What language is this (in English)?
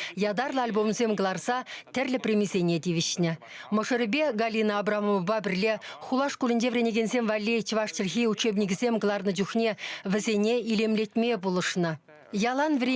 Chuvash